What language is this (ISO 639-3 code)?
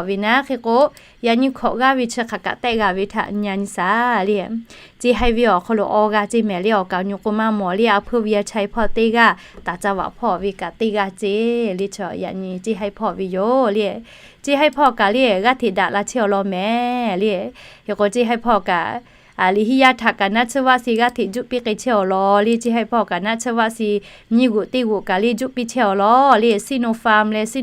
lhu